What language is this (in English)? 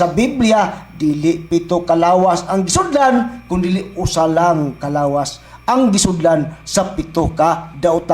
Cebuano